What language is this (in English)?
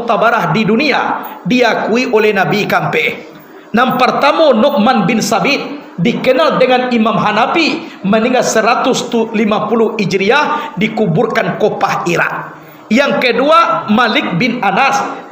Minangkabau